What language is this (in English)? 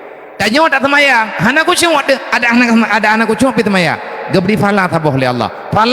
Achinese